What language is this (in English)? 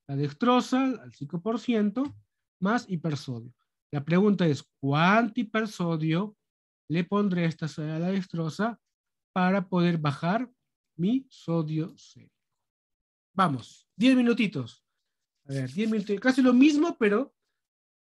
Spanish